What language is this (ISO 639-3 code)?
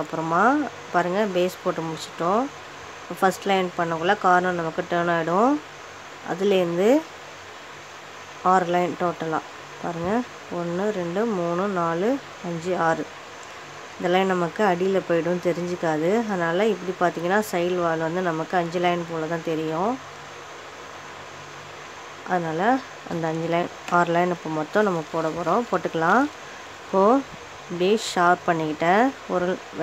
tam